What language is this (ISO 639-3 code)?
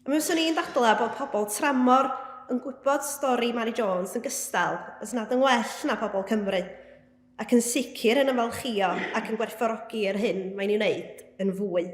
cym